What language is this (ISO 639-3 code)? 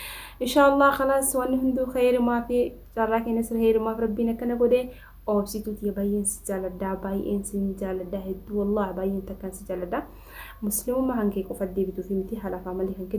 orm